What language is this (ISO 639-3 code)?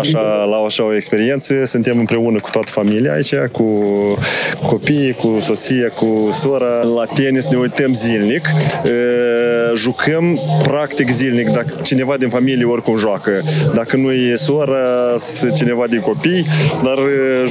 ron